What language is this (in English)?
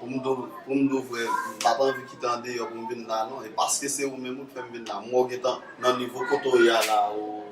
Haitian Creole